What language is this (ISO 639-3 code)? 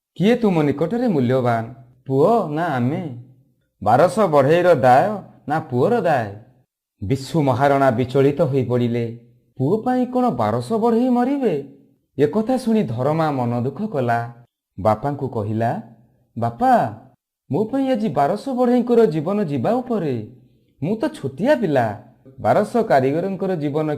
ori